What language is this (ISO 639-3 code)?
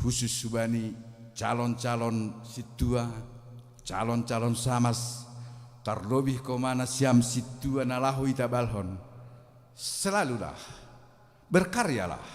bts